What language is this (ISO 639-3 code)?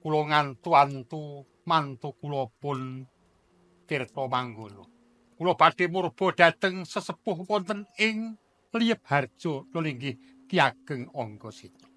jav